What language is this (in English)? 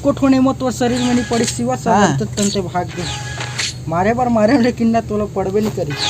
Chhattisgarhi